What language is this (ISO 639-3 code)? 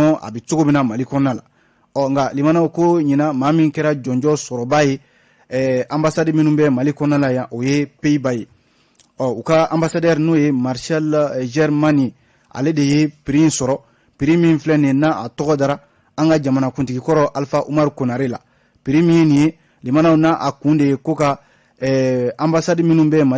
bam